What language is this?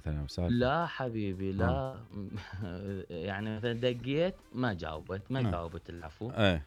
Mesopotamian Arabic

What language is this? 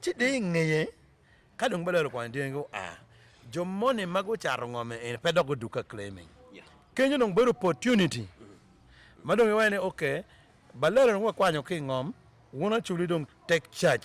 Acoli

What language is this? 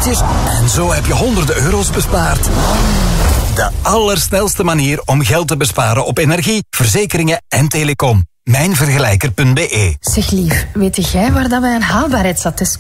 Dutch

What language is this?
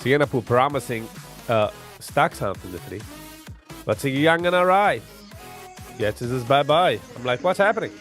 Yiddish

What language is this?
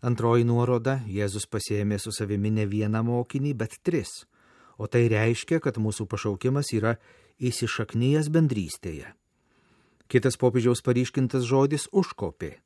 Lithuanian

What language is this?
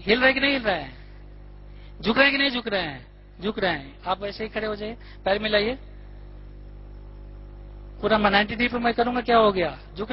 Hindi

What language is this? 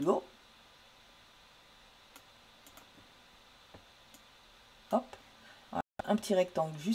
French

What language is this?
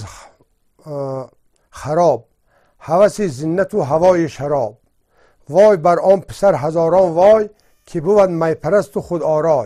Tajik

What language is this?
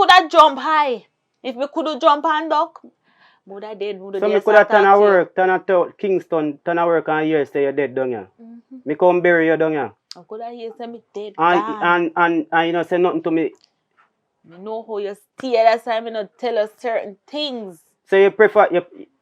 Jamaican Creole English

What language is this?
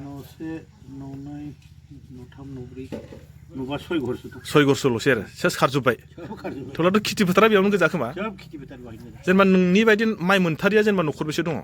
Bodo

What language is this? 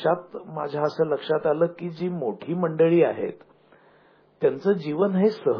Marathi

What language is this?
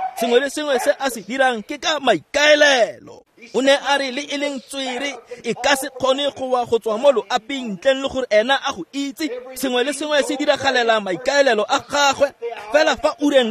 Tswana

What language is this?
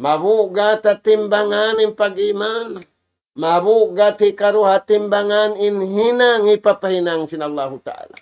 Tausug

